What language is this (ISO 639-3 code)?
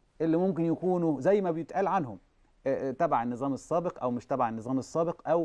arz